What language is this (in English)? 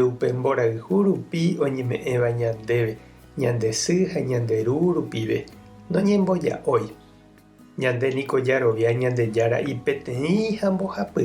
Guarani